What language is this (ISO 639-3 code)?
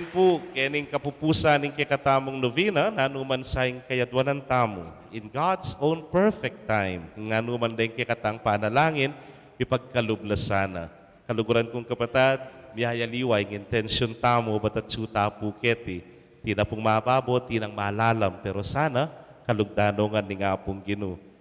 pam